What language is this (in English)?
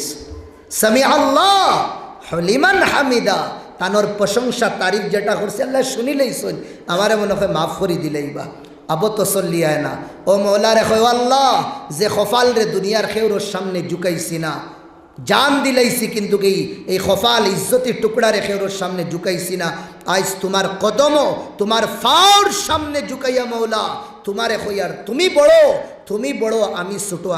Sylheti